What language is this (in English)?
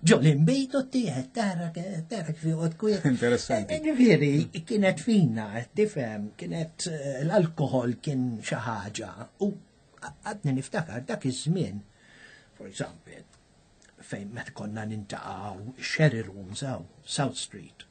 Maltese